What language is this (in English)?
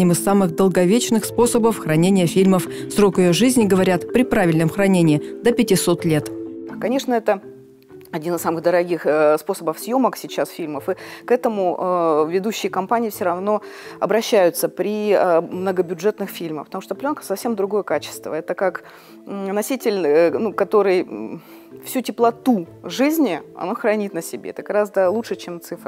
Russian